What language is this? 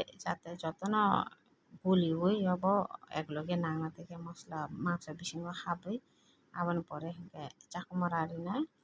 Kok Borok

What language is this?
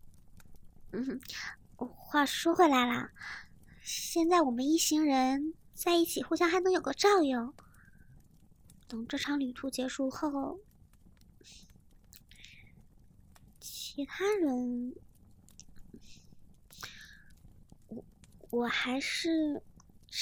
Chinese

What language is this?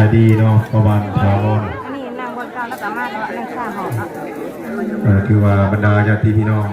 Northeastern Thai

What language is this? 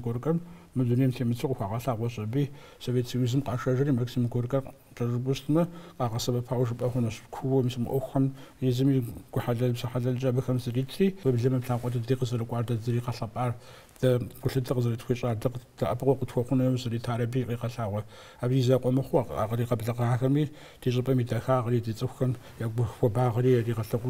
Kabardian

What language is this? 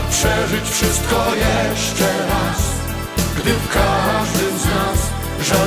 Polish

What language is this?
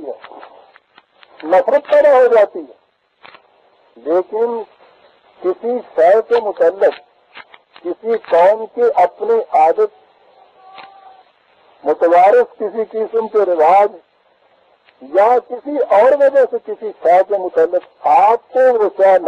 Urdu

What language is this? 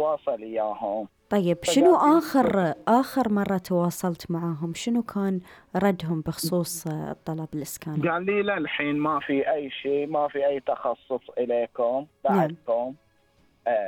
Gulf Arabic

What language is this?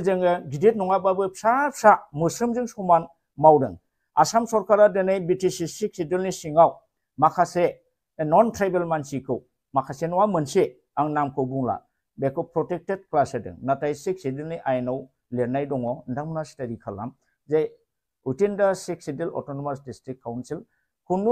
Bodo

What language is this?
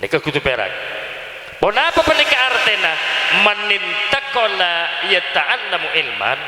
Madurese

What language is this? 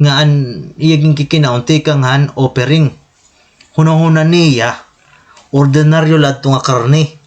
Waray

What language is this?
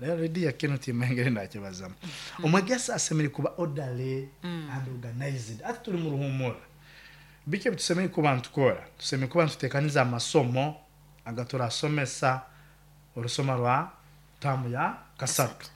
Nyankole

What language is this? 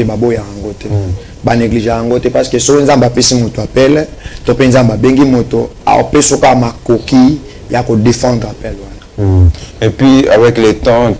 Lingala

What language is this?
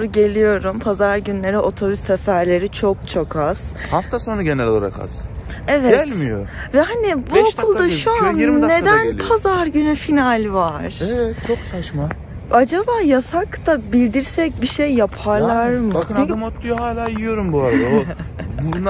Turkish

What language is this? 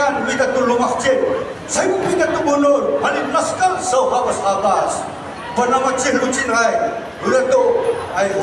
Bunun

